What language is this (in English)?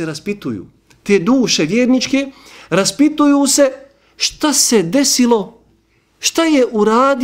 Bosnian